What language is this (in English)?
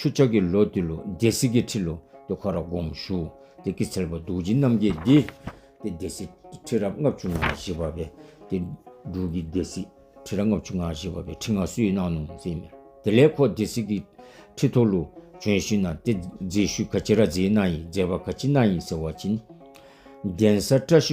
Dzongkha